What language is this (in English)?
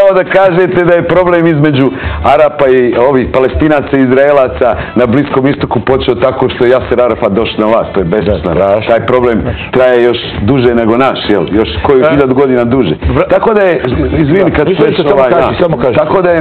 Bosnian